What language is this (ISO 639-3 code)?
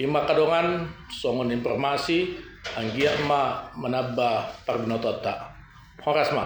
bbc